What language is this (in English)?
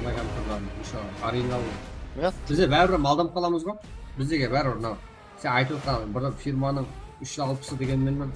Kara-Kalpak